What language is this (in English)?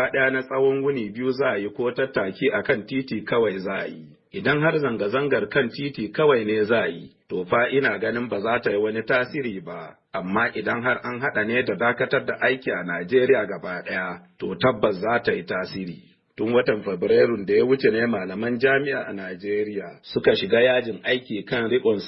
Hausa